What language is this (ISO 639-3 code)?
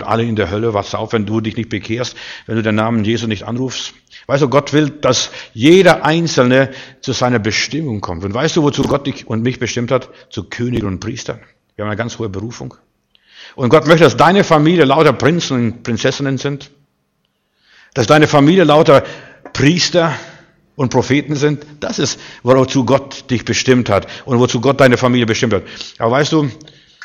deu